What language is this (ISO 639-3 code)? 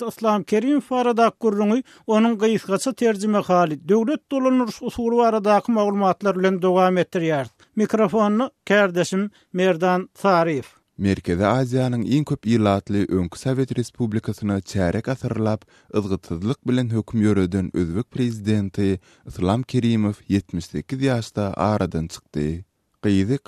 tuk